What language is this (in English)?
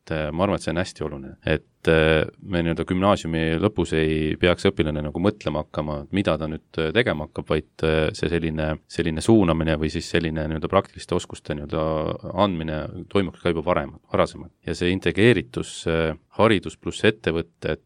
Estonian